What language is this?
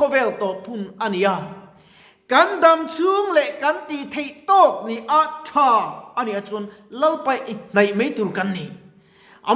Mizo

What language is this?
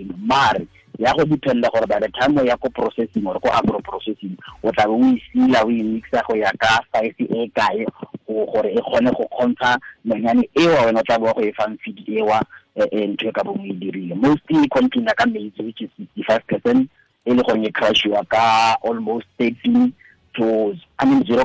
Tswana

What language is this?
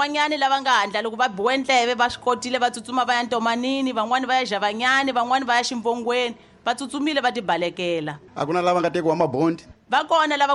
Tsonga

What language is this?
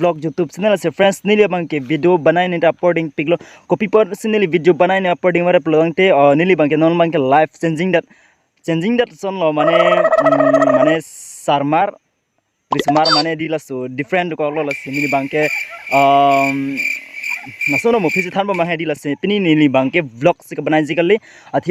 Karbi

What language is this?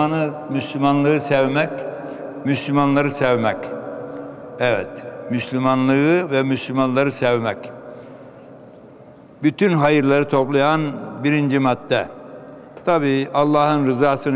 Turkish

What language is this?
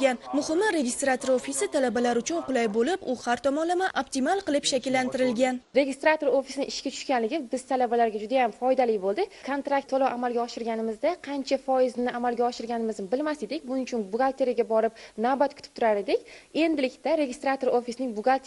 Uzbek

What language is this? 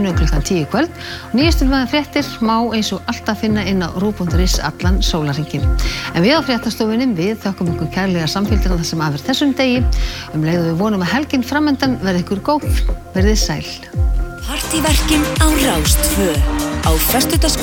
Icelandic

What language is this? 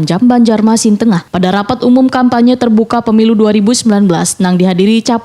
Banjar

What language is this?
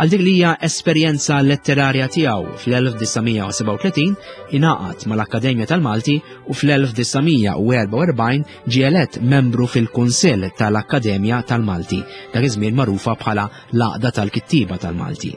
Maltese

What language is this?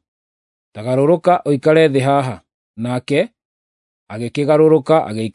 Kikuyu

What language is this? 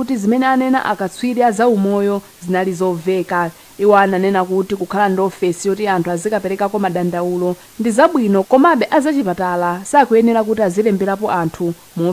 Nyanja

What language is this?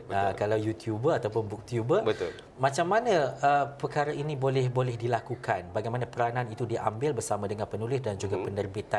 Malay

